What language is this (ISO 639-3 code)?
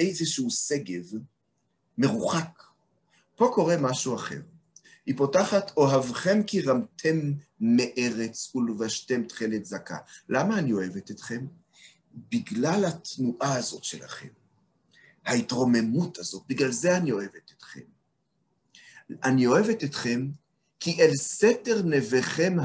heb